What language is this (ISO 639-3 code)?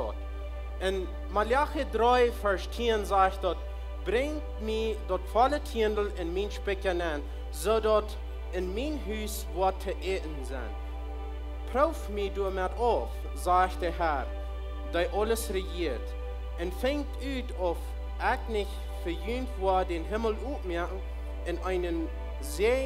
pdt